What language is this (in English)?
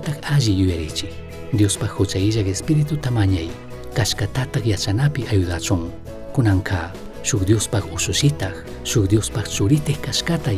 Chimborazo Highland Quichua